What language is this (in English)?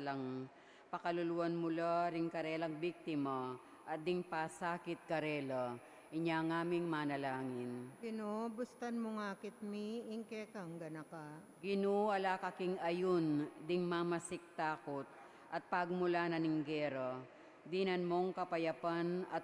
Pampanga